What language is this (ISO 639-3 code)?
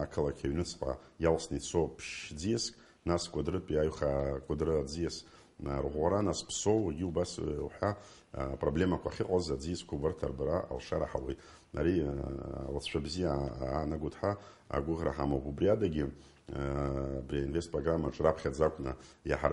abk